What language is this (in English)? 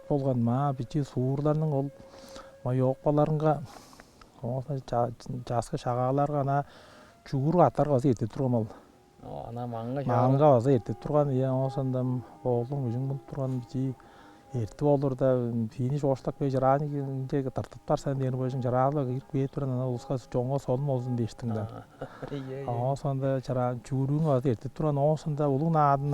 Tuvinian